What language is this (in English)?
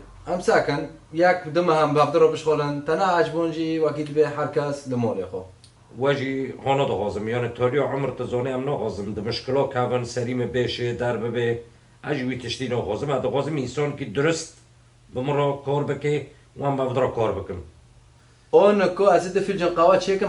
Kurdish